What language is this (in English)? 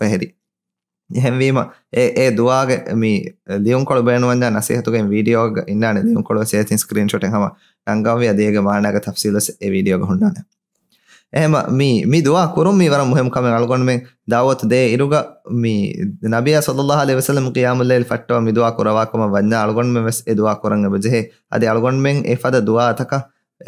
Divehi